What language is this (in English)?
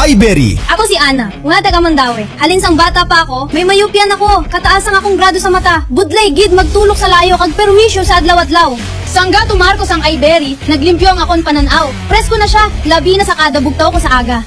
Hiligaynon